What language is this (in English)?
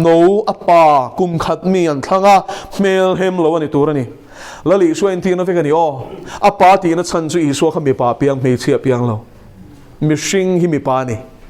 Mizo